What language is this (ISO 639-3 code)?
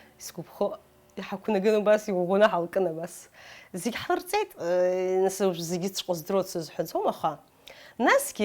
abk